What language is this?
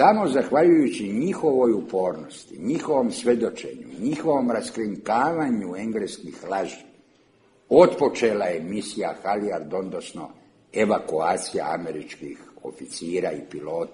Serbian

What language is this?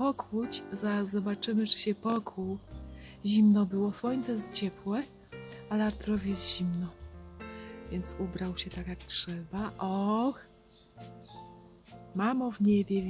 Polish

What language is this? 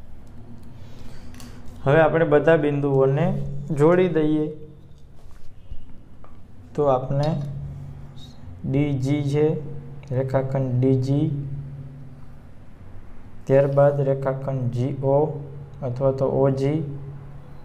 Gujarati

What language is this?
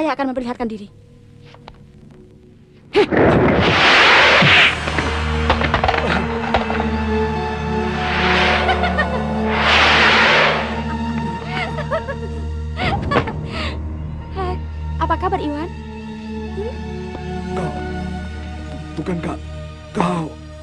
Indonesian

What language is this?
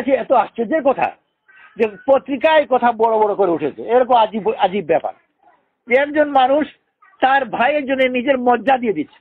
Bangla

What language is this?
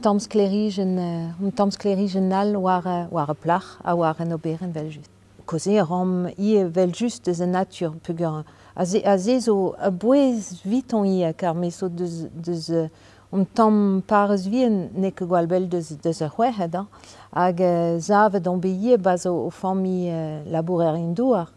Breton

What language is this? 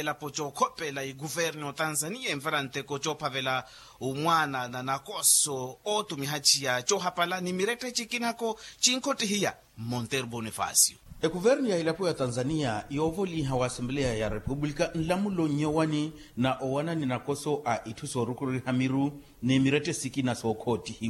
Makhuwa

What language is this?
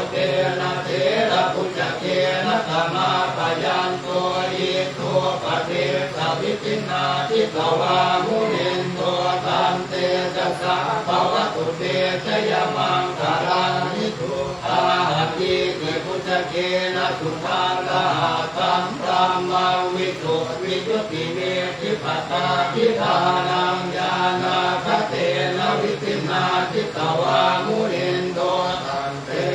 Pali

